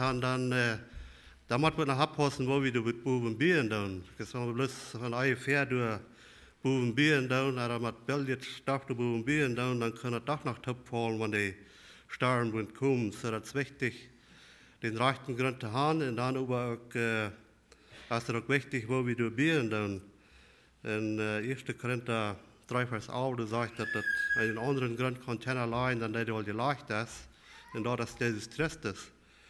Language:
Plautdietsch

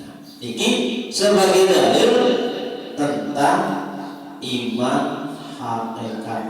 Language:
Sasak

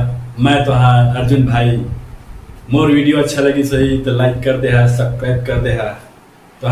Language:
Chhattisgarhi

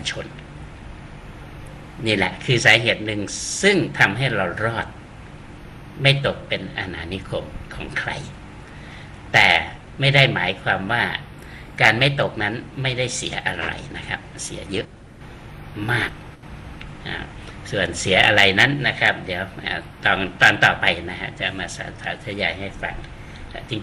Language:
Thai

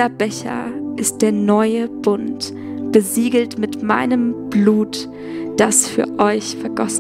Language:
Swiss German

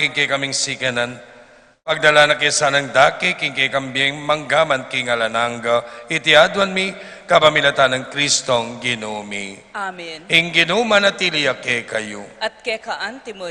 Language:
Pampanga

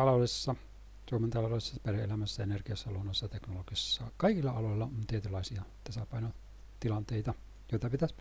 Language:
Finnish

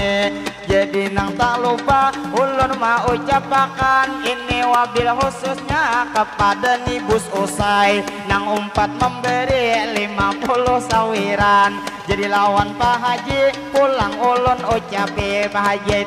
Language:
Banjar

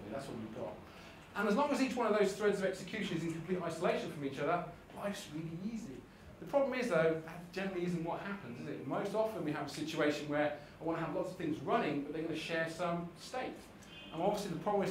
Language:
English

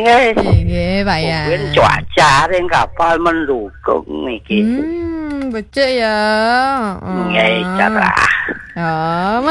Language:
Balinese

